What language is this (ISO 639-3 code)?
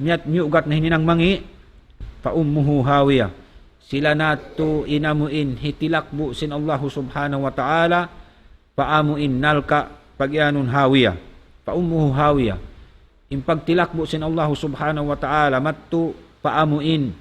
tsg